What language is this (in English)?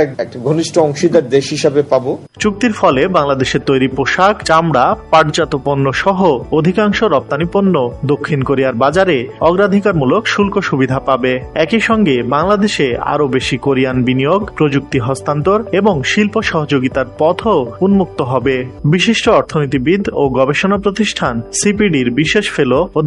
Bangla